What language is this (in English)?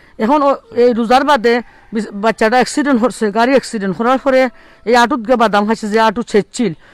Sylheti